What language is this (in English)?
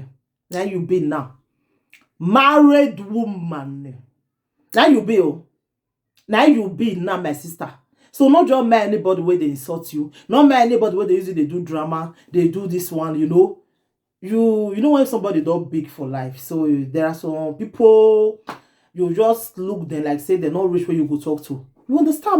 Nigerian Pidgin